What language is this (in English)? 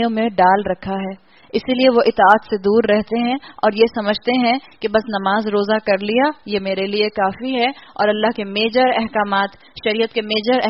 Urdu